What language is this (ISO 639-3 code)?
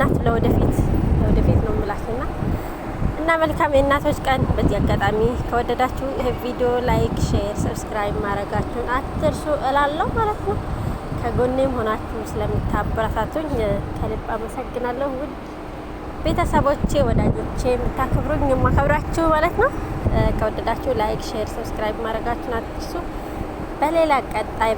amh